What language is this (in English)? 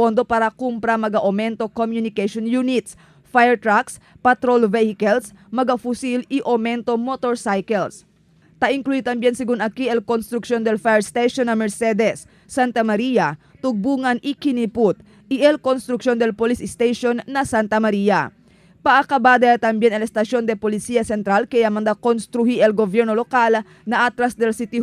Chavacano